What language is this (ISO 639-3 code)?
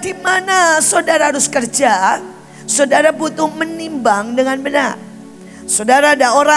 ind